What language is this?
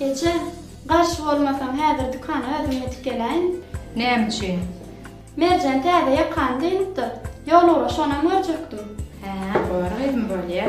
Turkmen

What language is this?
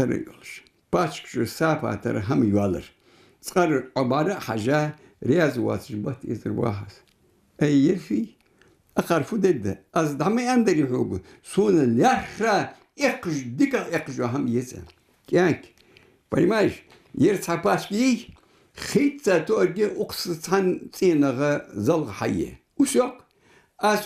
Ingush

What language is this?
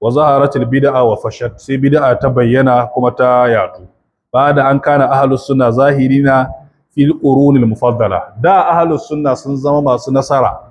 Hausa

